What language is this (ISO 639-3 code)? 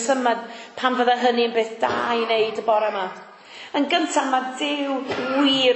cym